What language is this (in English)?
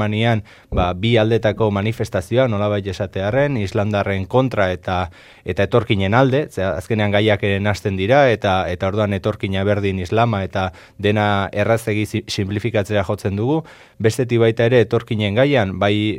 Basque